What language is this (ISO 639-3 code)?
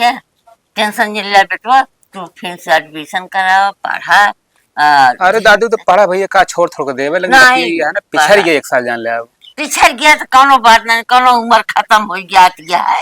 awa